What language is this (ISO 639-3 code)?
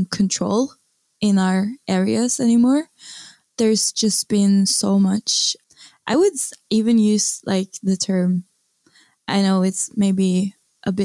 eng